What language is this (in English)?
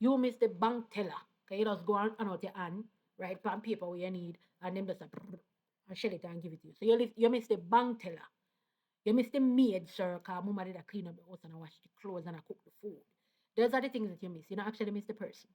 Jamaican Creole English